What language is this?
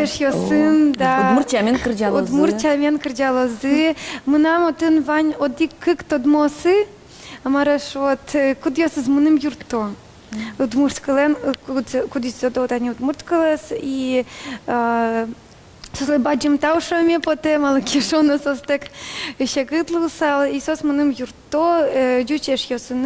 Udmurt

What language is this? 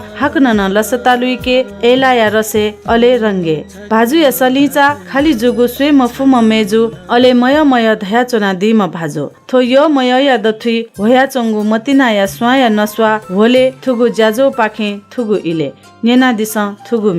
Newari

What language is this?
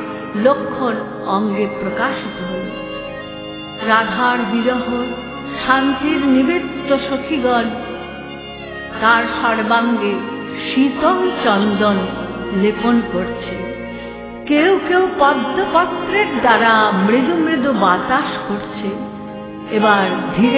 Bangla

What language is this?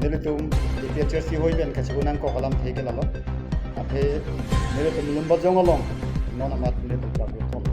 Karbi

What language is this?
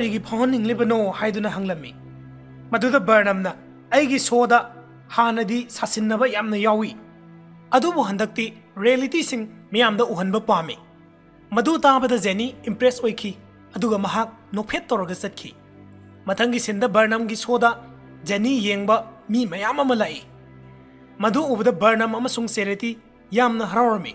Manipuri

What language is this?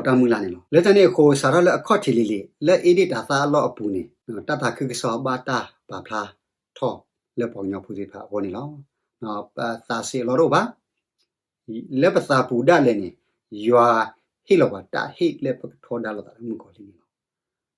S'gaw Karen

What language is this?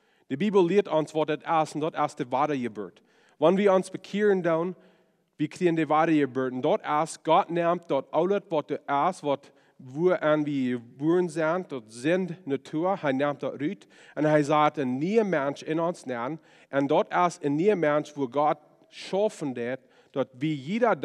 Plautdietsch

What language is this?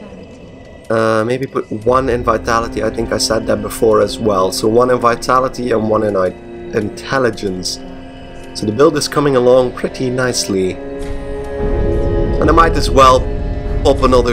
English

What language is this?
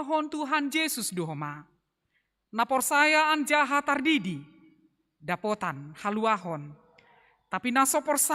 Batak Simalungun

